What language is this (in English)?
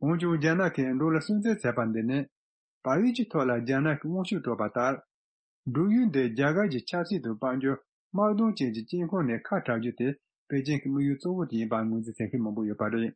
Tibetan